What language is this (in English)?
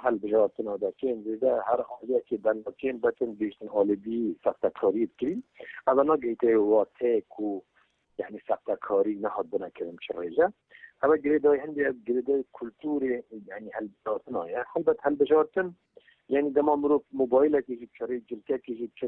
Kurdish